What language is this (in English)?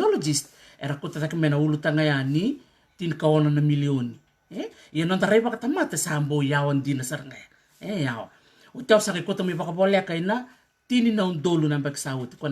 Fijian